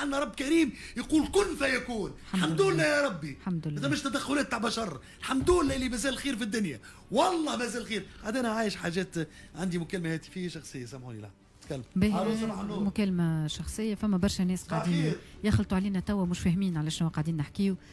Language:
Tunisian Arabic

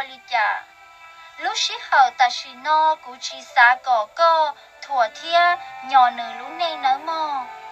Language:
Hmong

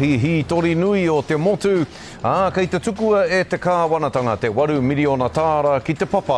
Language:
Māori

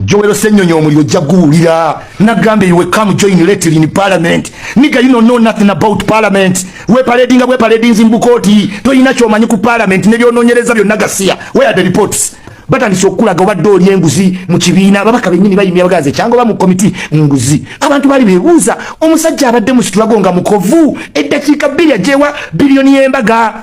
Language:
Ganda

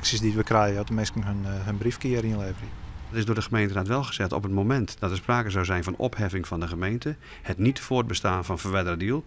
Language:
Western Frisian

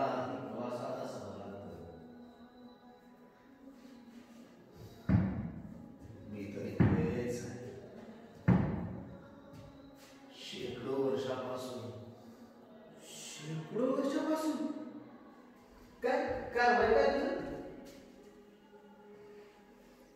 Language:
Marathi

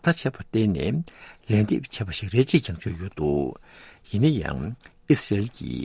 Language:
Tibetan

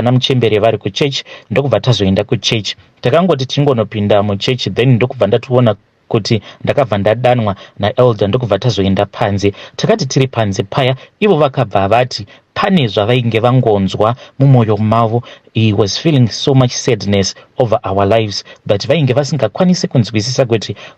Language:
Shona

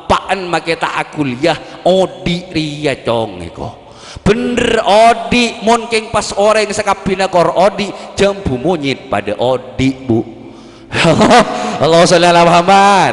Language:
Madurese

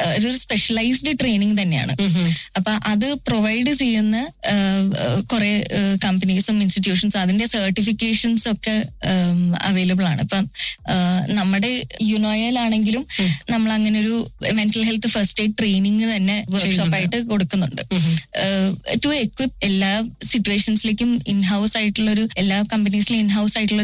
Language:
Malayalam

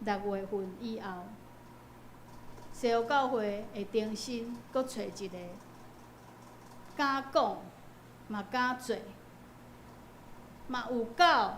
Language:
Min Nan Chinese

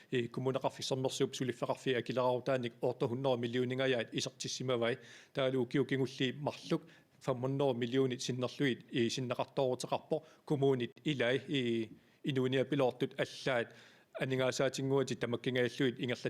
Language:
Kalaallisut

